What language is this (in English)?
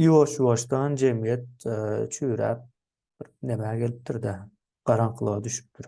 Turkmen